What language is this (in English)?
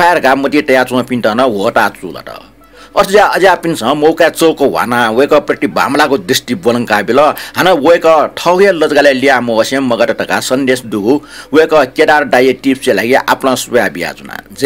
Newari